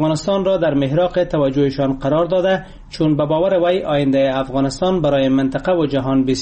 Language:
Persian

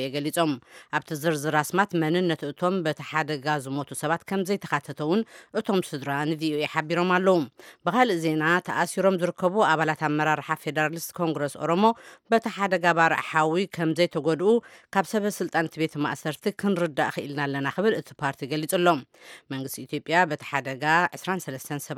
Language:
Tigrinya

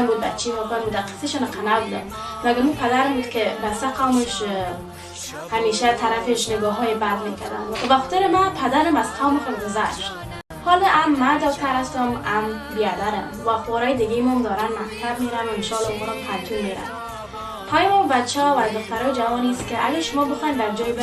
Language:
Persian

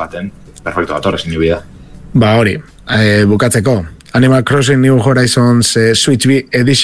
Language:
Basque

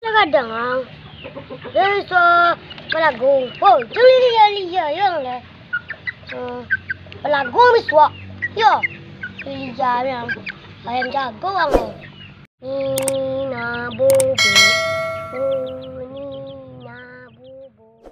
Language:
Minangkabau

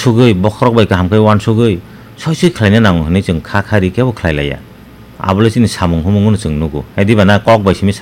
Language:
Kok Borok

